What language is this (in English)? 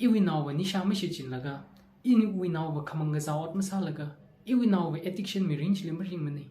Tangkhul Naga (India)